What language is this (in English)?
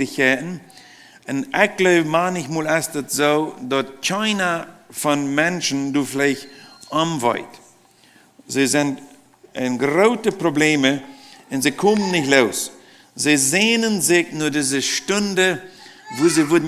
Plautdietsch